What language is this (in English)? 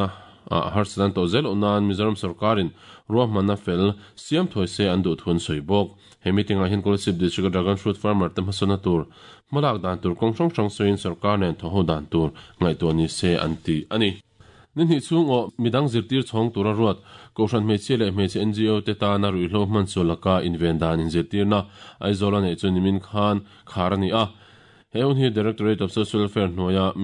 Mizo